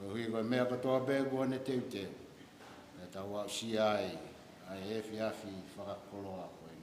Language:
Tongan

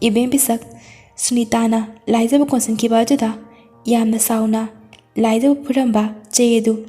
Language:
Manipuri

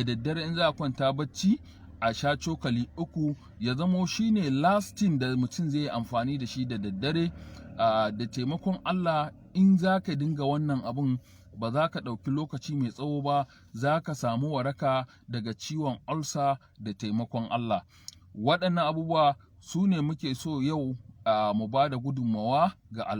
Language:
Hausa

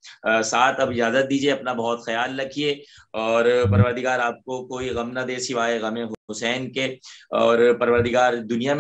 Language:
Urdu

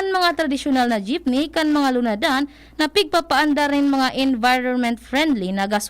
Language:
Bikol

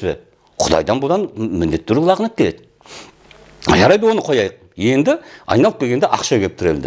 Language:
Kazakh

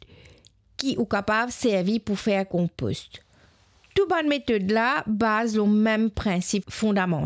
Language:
Morisyen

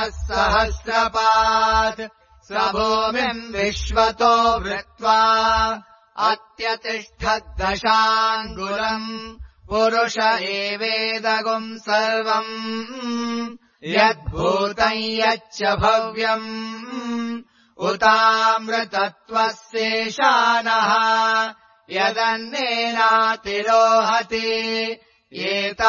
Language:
Sanskrit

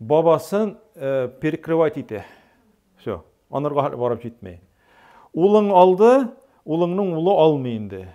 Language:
Tatar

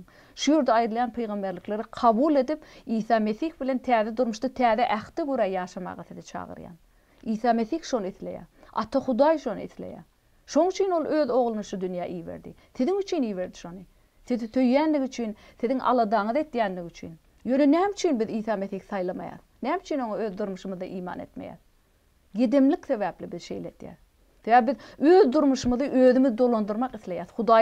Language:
Turkmen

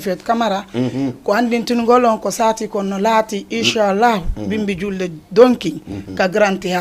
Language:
Fula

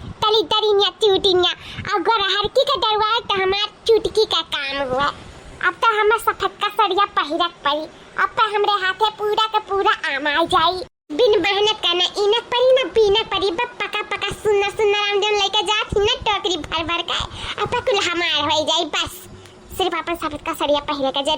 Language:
Awadhi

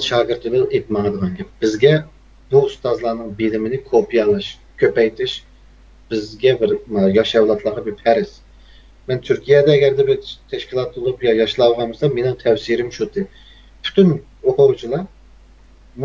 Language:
Uyghur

